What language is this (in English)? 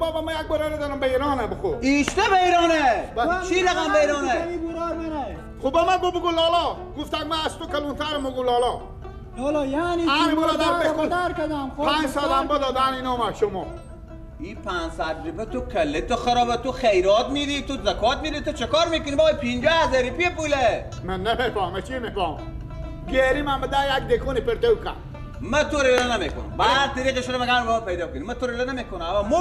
Persian